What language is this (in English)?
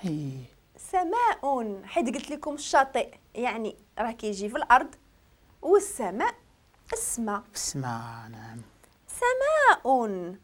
Moroccan Arabic